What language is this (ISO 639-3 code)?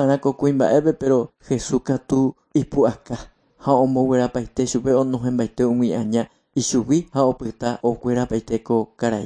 grn